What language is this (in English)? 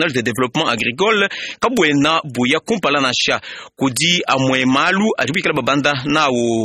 Luba-Lulua